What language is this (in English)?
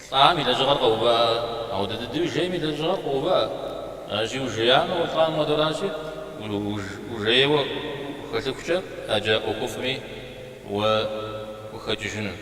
Kabardian